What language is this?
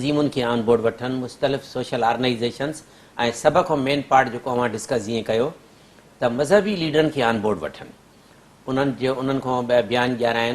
Sindhi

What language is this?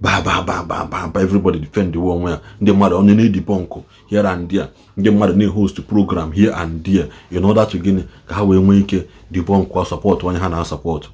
Igbo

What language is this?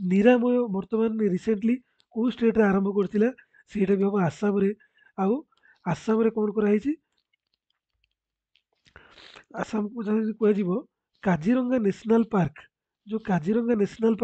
Odia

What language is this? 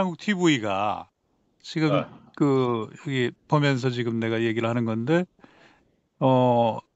Korean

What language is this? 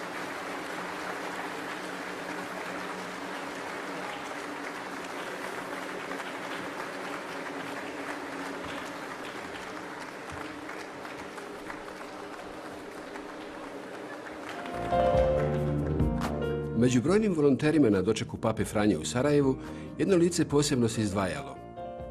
Bosnian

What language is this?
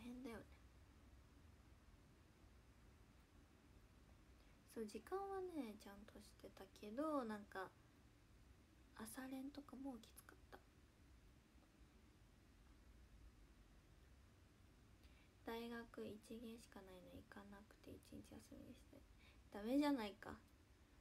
Japanese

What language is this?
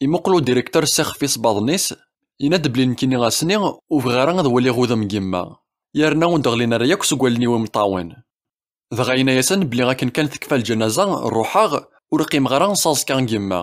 Kabyle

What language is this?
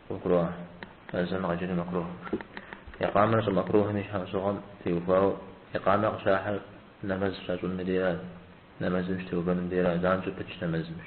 Kabardian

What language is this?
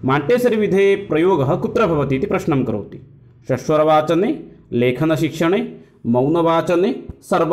Sanskrit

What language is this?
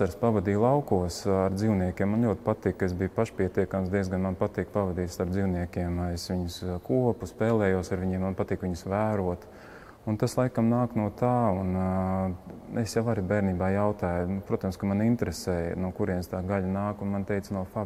Latvian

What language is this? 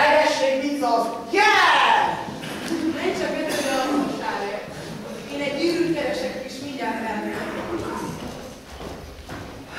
Hungarian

